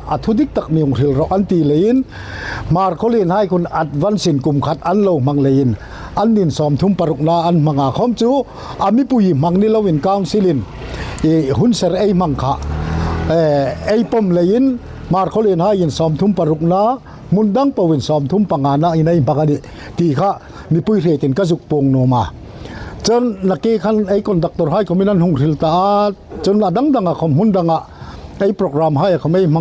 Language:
Hmar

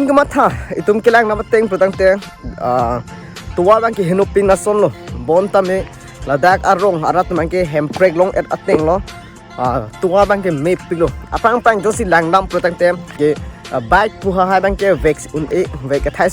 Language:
Karbi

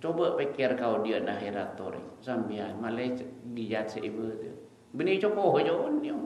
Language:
Madurese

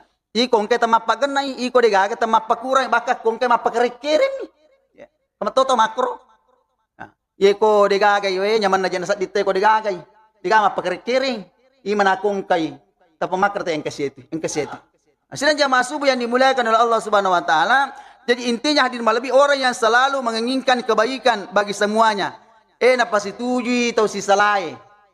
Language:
Buginese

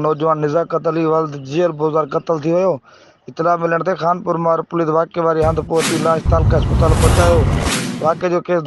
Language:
Sindhi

